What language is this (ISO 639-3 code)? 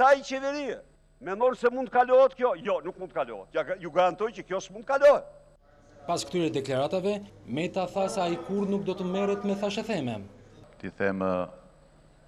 sqi